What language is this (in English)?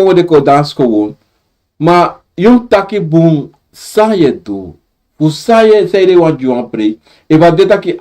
Sranan Tongo